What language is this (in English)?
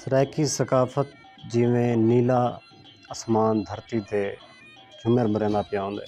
Saraiki